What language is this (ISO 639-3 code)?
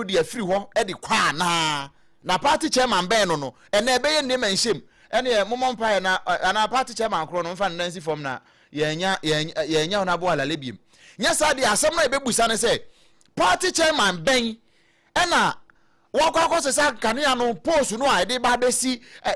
aka